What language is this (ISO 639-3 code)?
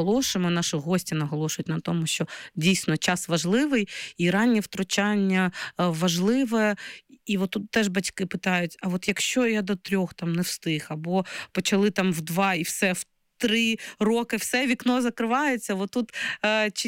ukr